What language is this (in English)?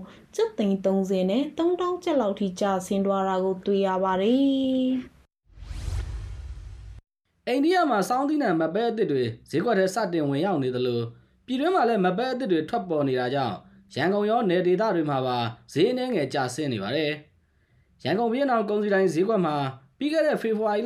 Burmese